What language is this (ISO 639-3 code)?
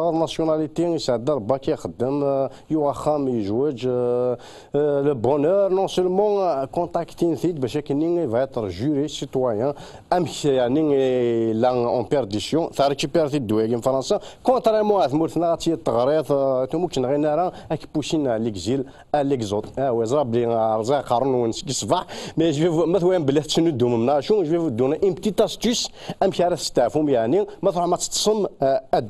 kab